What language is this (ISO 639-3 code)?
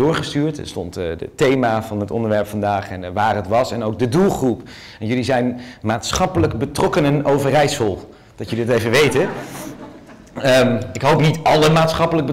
nld